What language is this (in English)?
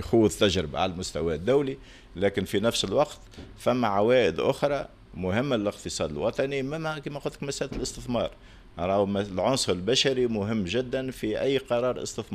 Tunisian Arabic